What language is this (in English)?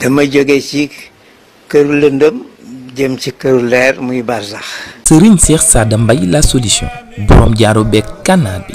Wolof